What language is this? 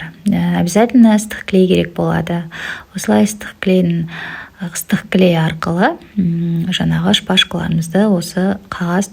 Kazakh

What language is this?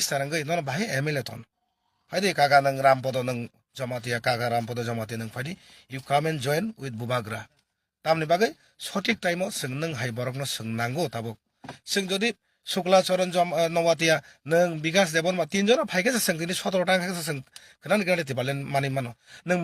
Kok Borok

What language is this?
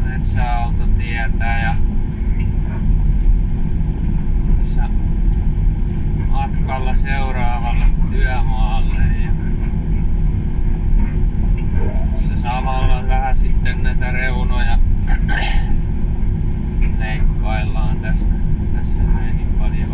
Finnish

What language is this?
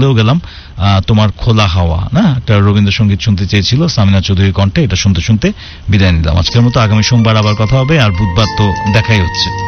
Bangla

